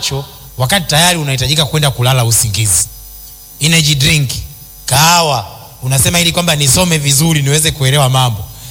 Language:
Swahili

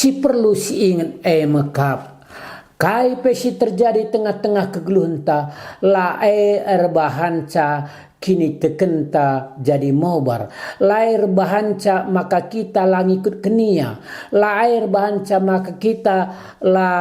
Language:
Batak Karo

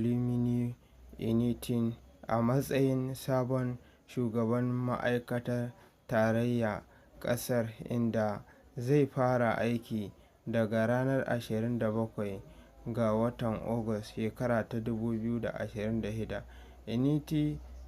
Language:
Hausa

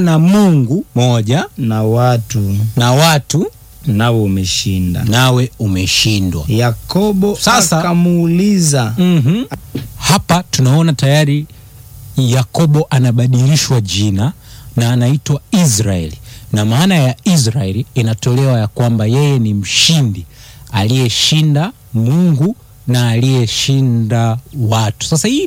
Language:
Swahili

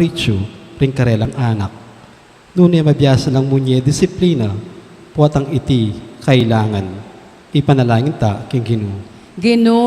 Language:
Pampanga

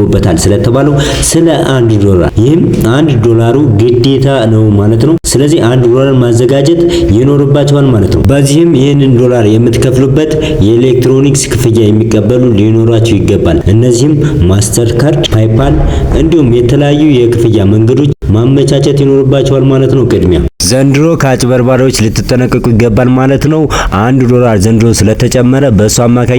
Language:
Amharic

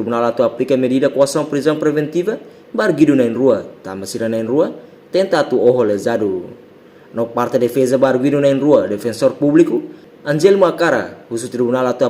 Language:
Tetum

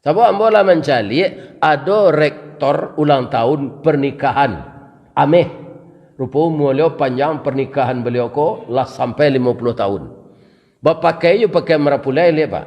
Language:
Minangkabau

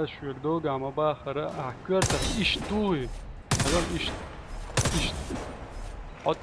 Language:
Chechen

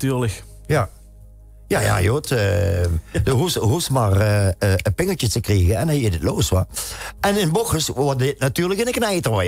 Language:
Limburgish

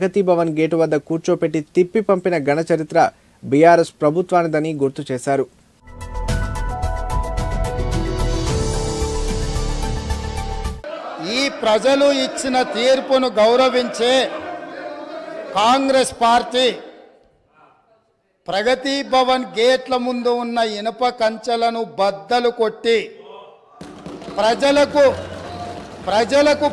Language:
Telugu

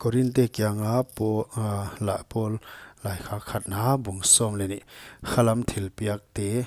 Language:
Paite Chin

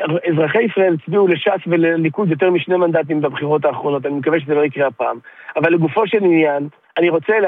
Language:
Hebrew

